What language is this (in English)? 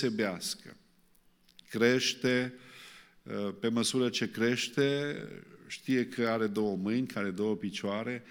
Romanian